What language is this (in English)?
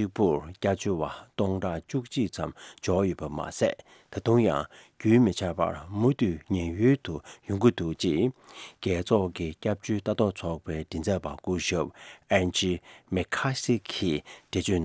Tibetan